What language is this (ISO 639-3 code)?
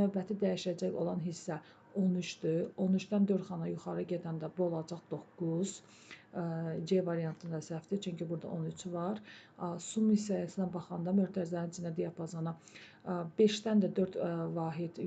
aze